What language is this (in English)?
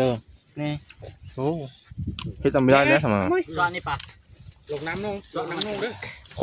Northeastern Thai